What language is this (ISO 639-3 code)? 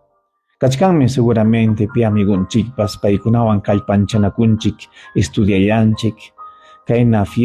quy